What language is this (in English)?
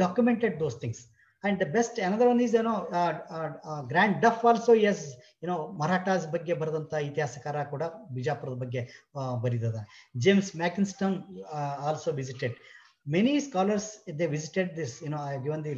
Kannada